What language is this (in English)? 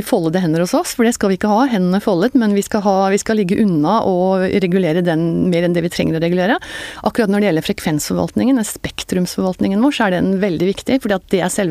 Norwegian